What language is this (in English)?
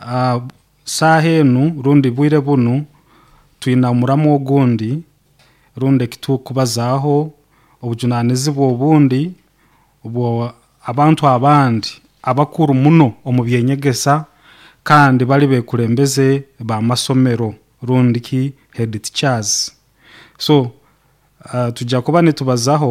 Nyoro